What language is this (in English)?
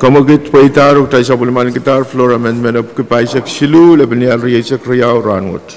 Pohnpeian